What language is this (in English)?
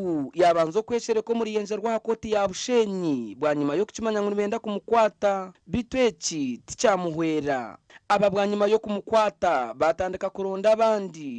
Nyankole